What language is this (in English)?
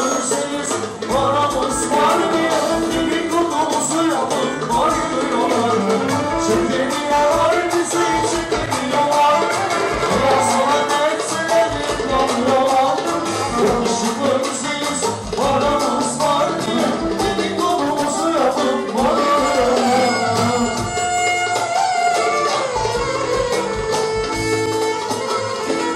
Turkish